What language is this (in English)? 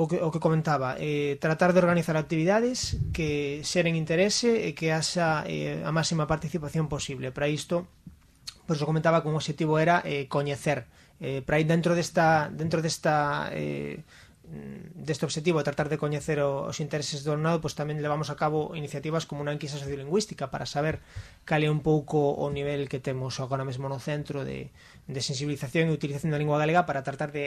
Galician